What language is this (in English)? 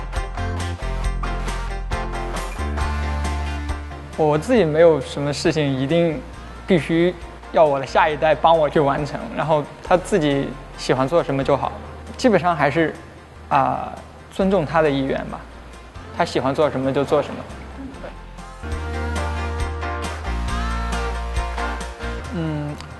Chinese